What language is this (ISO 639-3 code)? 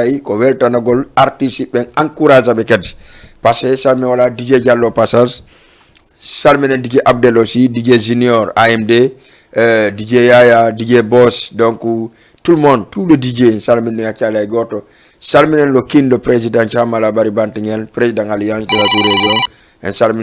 ful